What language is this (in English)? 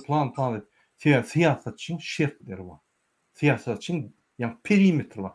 Turkmen